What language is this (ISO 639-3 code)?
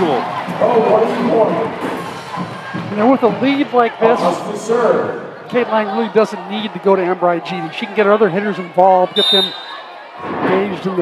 eng